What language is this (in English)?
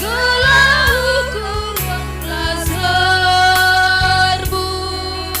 Batak Karo